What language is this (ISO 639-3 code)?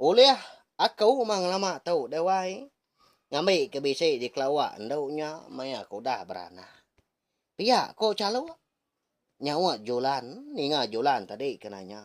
iba